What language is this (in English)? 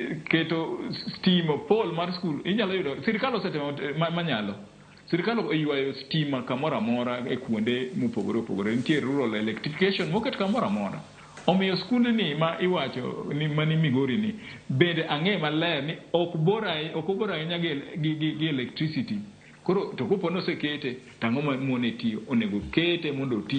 Luo (Kenya and Tanzania)